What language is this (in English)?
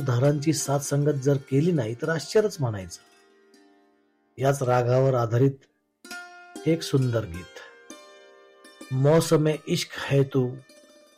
Marathi